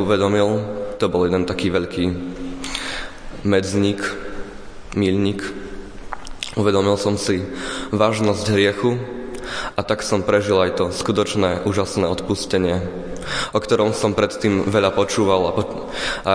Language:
Slovak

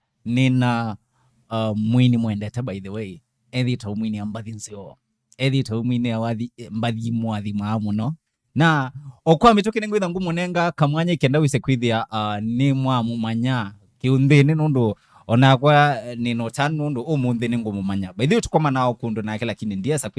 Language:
Kamba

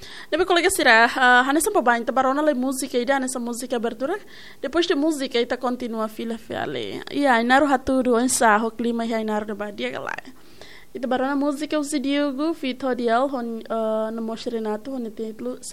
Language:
Tetum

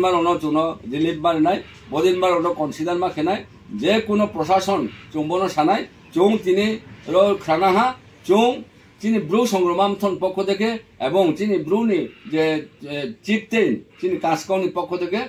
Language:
Riang (India)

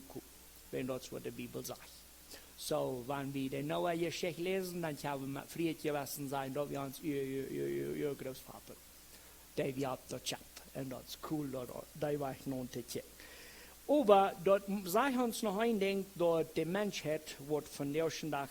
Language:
Plautdietsch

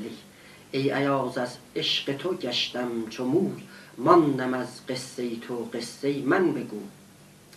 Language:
South Azerbaijani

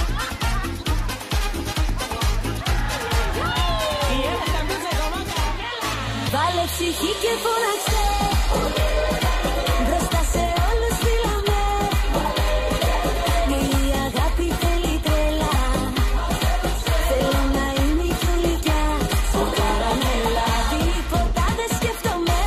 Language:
Greek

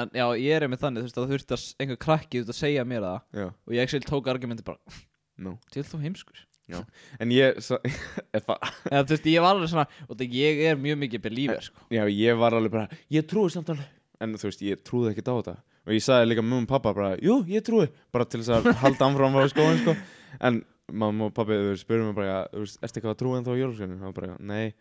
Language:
Icelandic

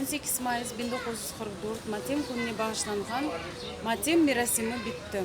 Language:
Crimean Tatar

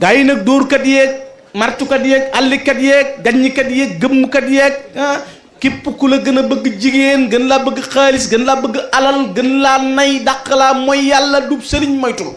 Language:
Wolof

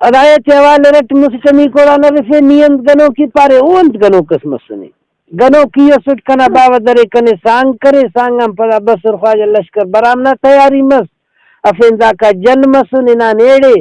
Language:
Brahui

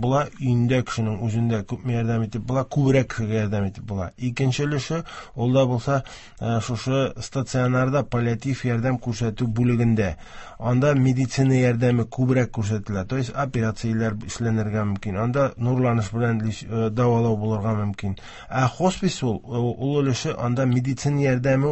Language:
Tatar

